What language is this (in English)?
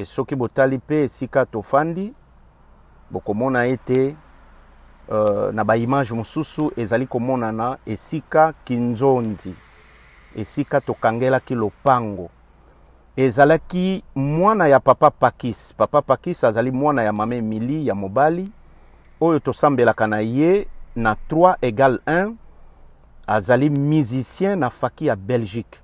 Lingala